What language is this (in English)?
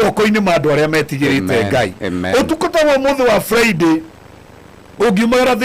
Kikuyu